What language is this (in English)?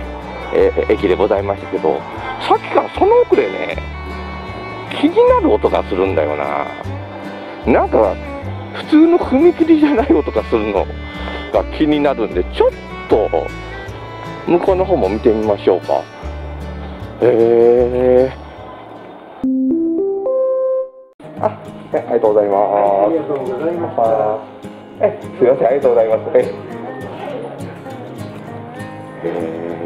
Japanese